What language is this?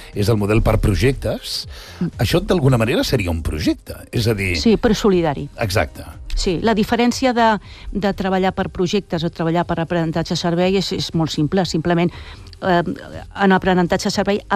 Catalan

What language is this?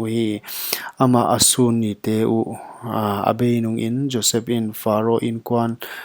Paite Chin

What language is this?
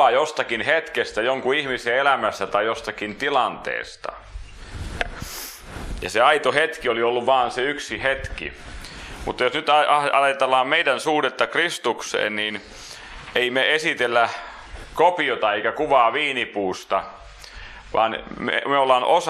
Finnish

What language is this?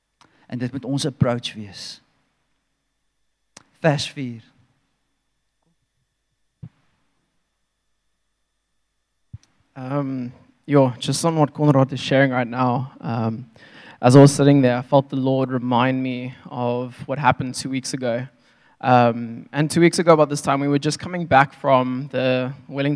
Afrikaans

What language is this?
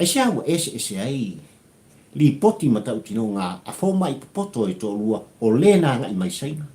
Samoan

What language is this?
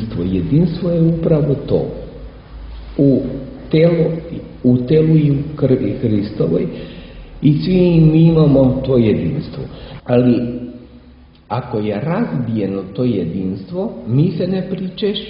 Serbian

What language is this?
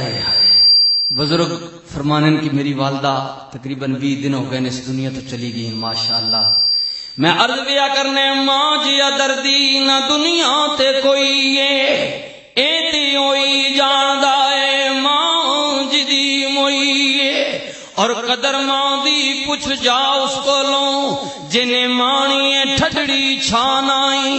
Western Panjabi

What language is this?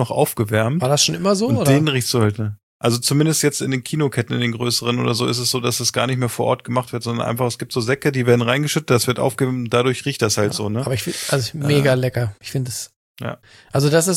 German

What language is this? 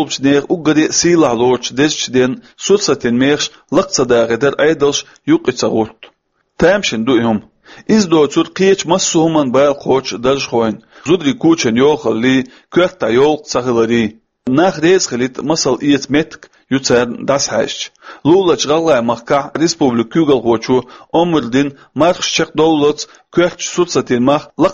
Chechen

